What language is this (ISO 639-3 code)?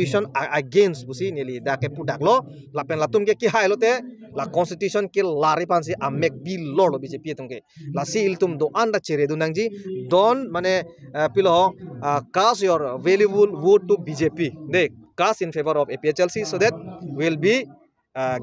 mjw